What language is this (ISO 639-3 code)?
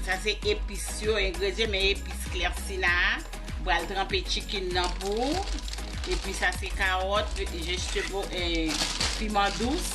hat